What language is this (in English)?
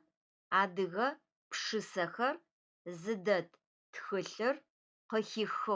Adyghe